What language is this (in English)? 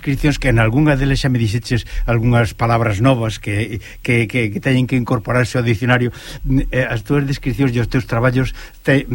Galician